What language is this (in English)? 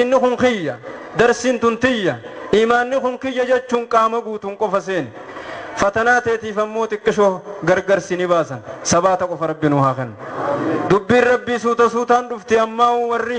Oromo